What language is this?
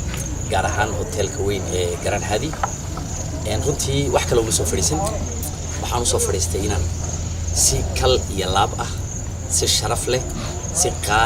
Somali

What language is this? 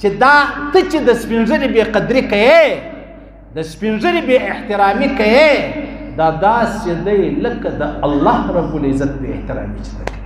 Pashto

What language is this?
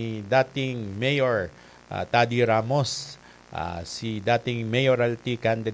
Bikol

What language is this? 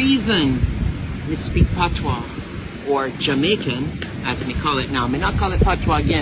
Jamaican Creole English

